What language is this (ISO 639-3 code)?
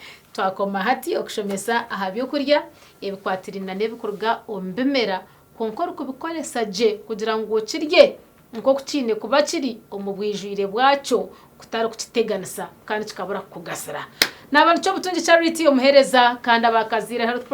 nyn